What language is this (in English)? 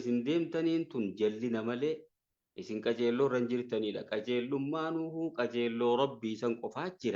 Oromo